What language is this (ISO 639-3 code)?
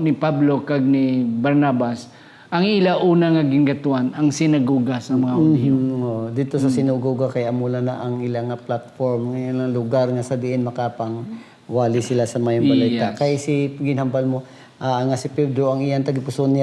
hil